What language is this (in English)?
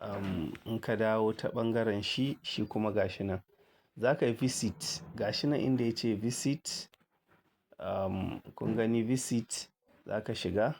Hausa